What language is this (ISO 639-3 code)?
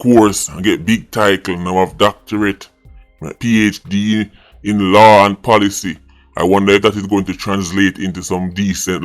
jam